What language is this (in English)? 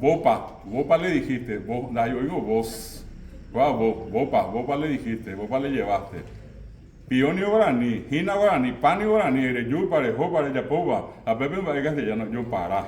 Guarani